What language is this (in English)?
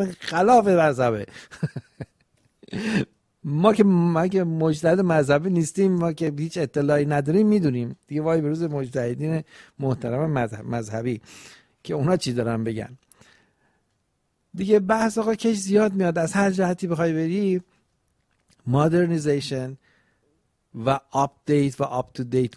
Persian